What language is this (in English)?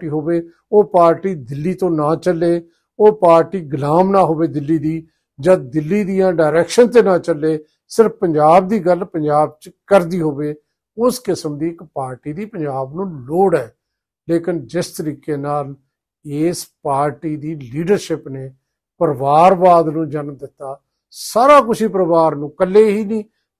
Punjabi